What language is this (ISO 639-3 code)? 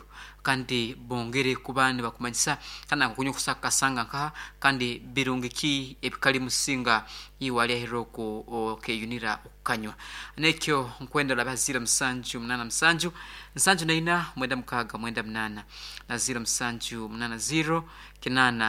nyn